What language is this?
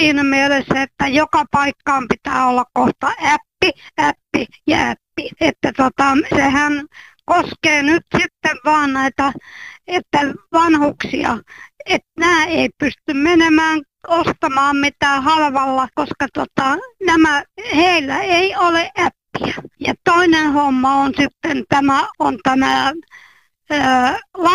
Finnish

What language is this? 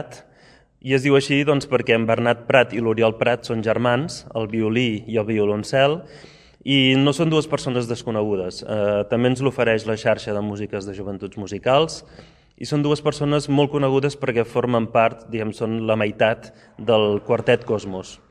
Catalan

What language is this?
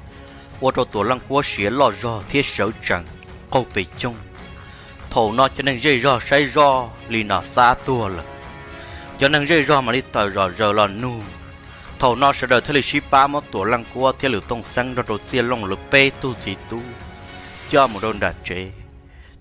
Hmong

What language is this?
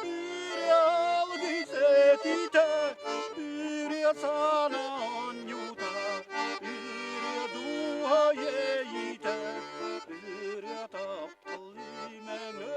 Yakut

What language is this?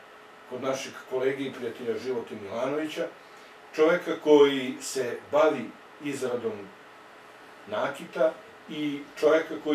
Serbian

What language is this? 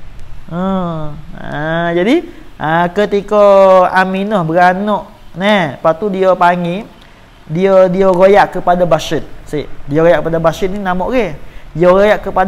Malay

